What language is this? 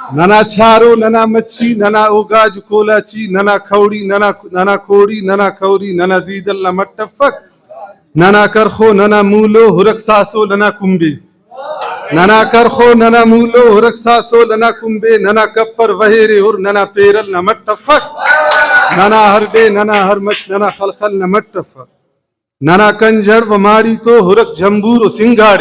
Brahui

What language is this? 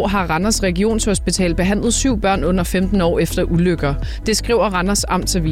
Danish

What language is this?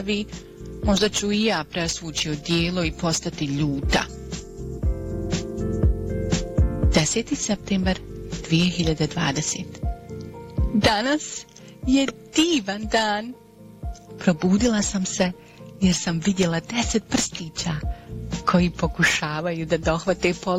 Bosnian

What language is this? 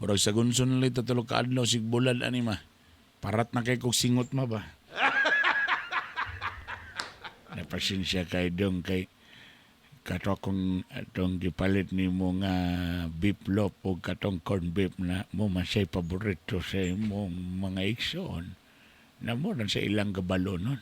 Cebuano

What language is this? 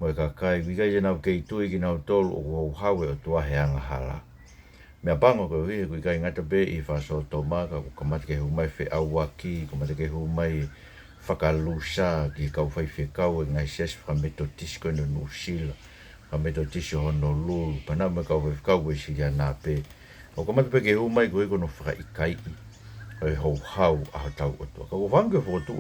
Tongan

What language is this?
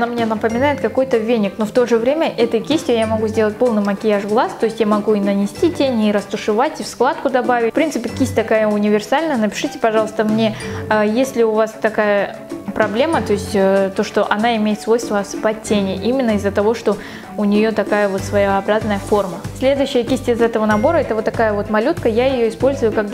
Russian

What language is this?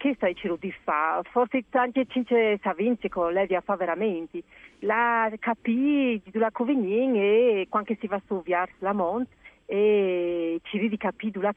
Friulian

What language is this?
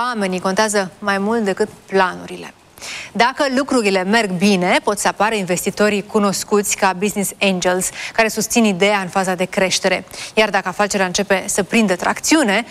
Romanian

